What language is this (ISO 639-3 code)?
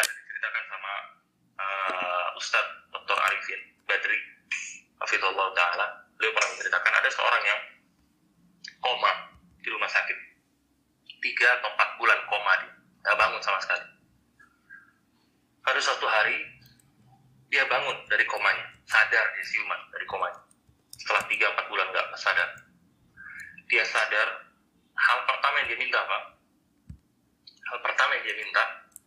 ind